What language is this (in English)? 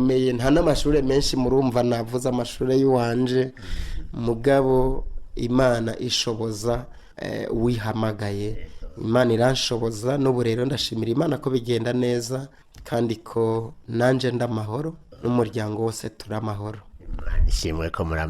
Rundi